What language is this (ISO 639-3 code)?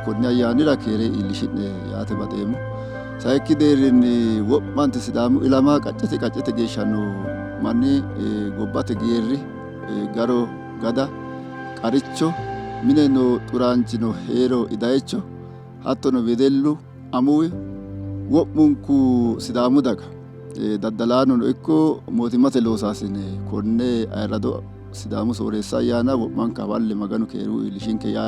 sid